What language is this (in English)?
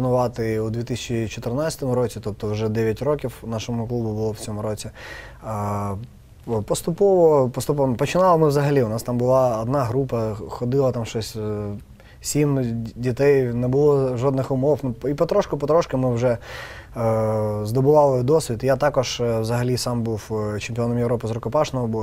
Ukrainian